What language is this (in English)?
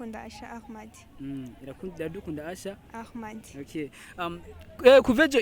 Rundi